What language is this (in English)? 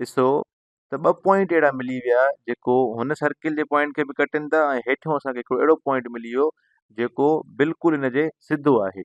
Sindhi